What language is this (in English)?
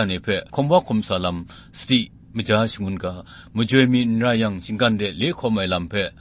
Kachin